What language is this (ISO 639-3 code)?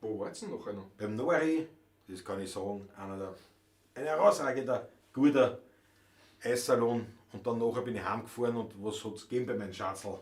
bar